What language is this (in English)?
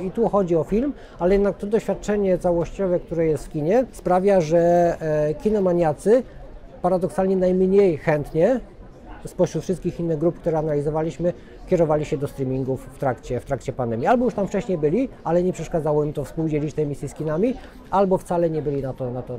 Polish